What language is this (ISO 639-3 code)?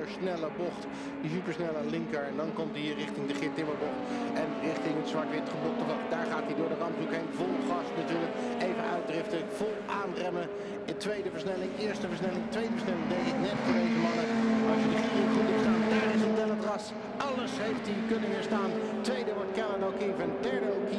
nld